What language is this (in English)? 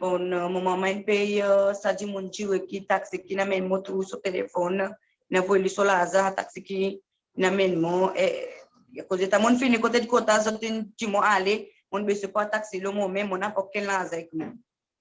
Seselwa Creole French